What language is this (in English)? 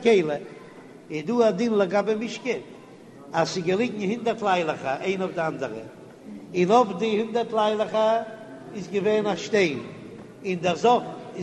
Yiddish